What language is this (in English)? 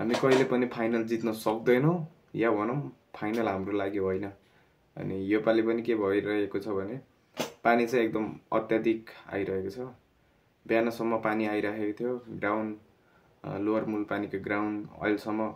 Nepali